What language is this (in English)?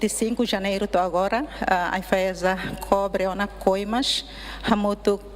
Tetum